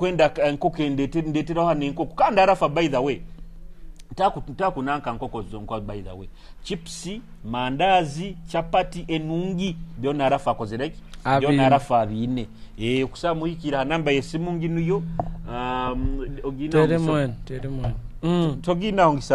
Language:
Nyoro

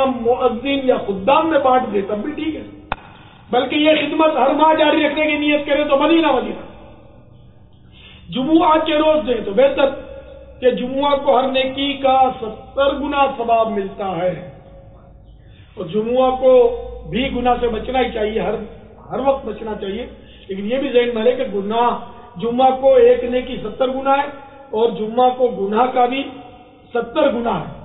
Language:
Urdu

